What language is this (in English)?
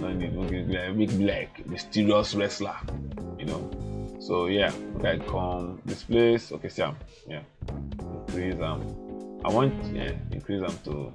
Nigerian Pidgin